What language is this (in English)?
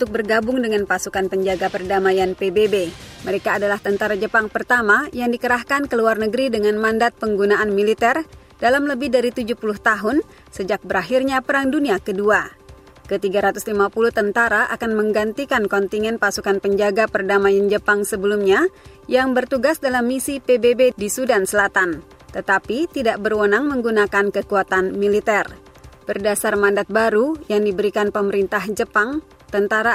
Indonesian